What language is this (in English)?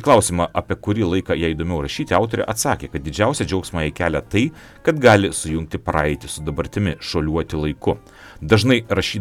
Lithuanian